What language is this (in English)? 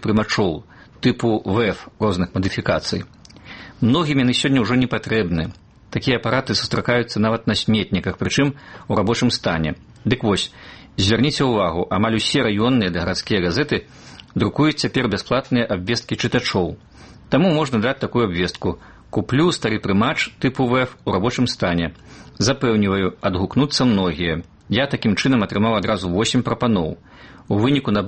Belarusian